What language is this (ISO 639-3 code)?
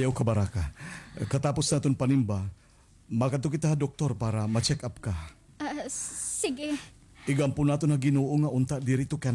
war